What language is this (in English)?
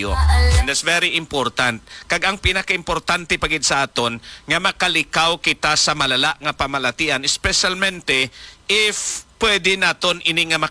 Hiligaynon